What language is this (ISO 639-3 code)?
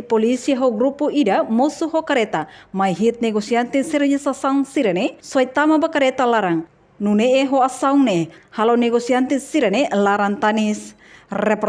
tet